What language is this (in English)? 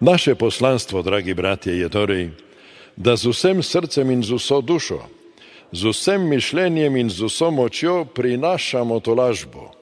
Slovenian